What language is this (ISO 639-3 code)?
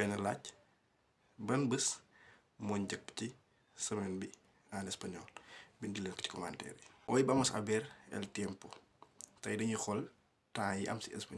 wol